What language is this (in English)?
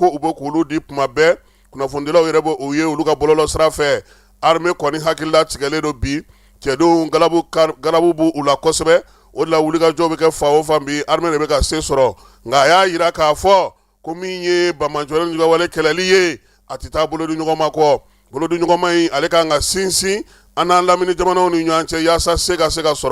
Bambara